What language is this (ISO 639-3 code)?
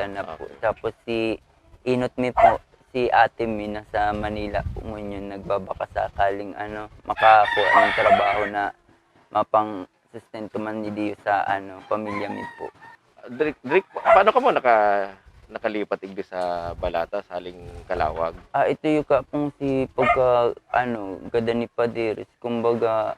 bik